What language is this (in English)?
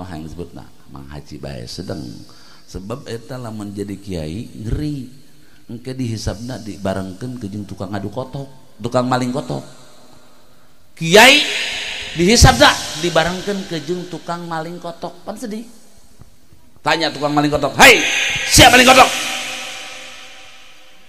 Sundanese